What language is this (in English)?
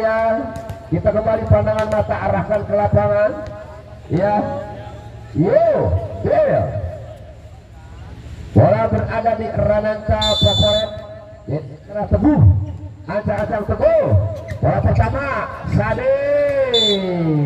Indonesian